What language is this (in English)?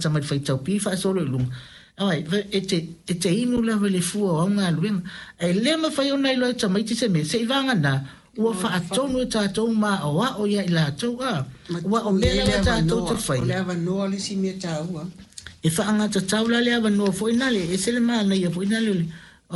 Samoan